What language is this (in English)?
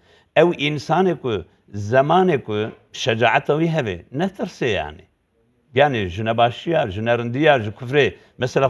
Kurdish